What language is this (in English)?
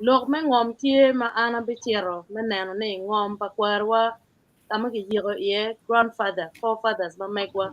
Acoli